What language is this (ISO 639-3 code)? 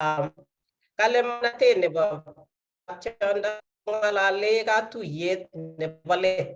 kln